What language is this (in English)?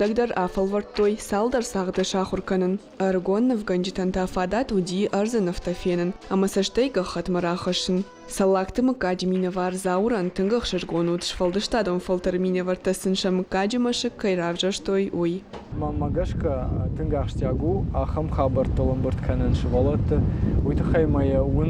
Ossetic